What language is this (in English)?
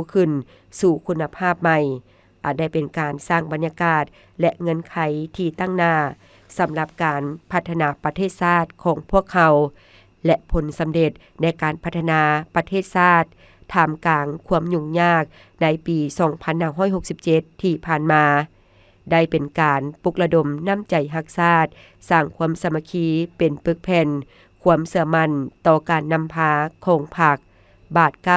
Lao